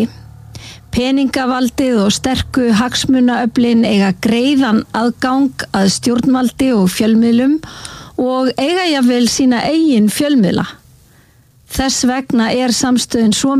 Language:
Icelandic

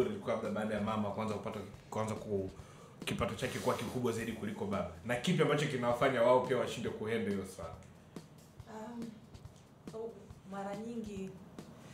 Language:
Swahili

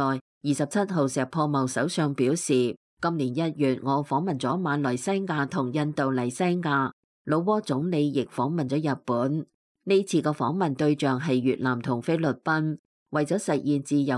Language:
Cantonese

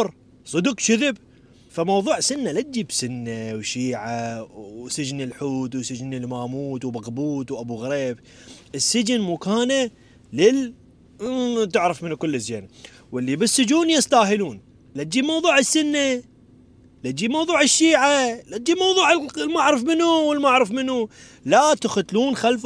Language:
Mesopotamian Arabic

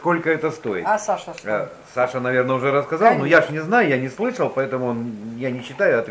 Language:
Russian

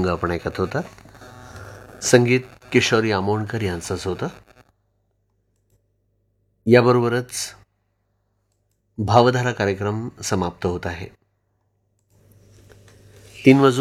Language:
Marathi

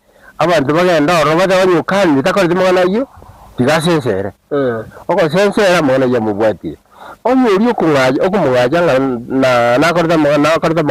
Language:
Gusii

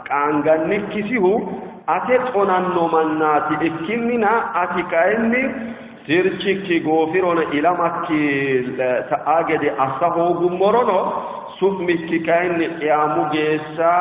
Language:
Sidamo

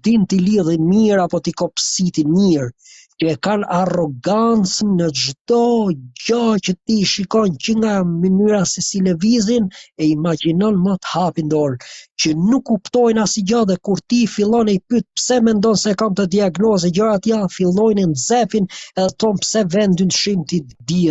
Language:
Albanian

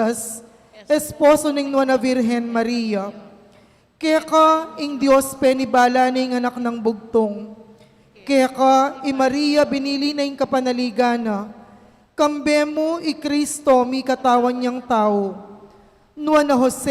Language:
Pampanga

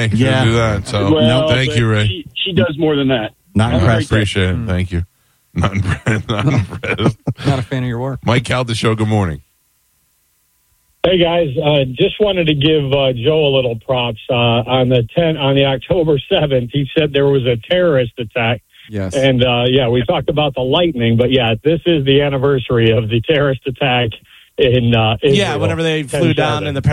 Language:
English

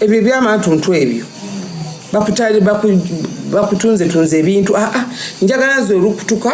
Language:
Ganda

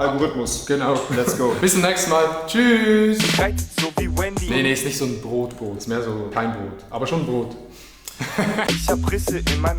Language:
Swiss German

